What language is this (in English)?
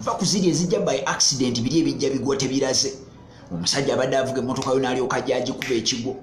Ganda